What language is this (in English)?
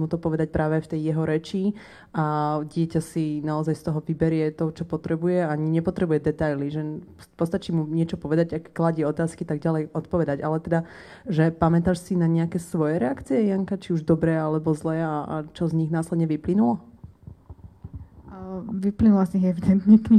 Slovak